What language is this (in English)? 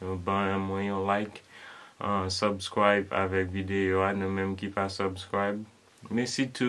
Haitian Creole